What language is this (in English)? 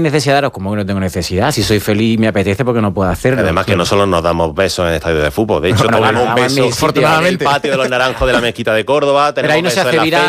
Spanish